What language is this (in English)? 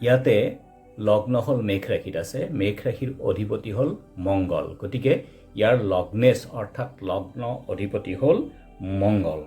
Assamese